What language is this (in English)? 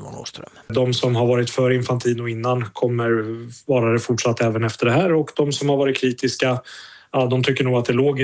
Swedish